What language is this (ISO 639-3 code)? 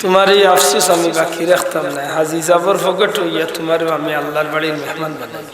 syl